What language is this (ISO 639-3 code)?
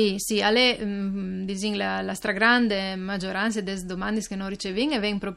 fur